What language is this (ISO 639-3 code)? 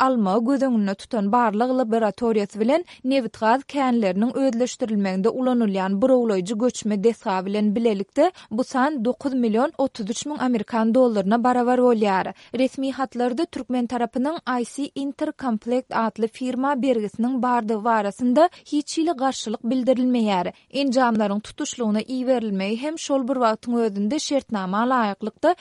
tuk